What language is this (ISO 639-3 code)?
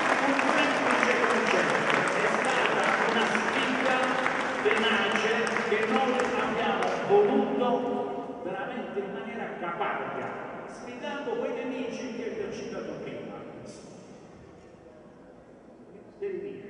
ita